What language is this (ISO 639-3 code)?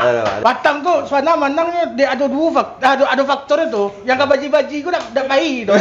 min